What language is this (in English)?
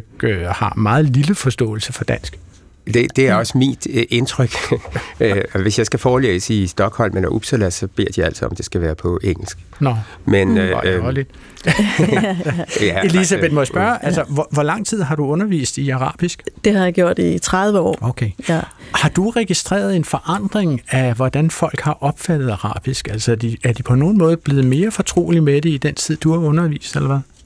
Danish